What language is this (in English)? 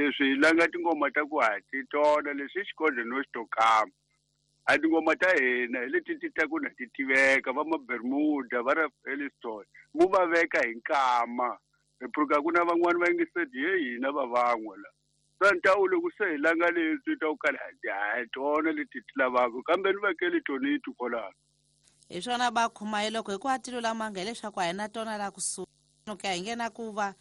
Tsonga